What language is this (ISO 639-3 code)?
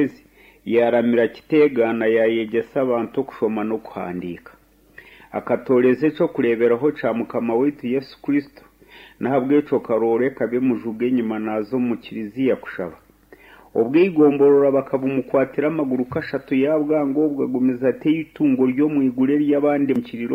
nyn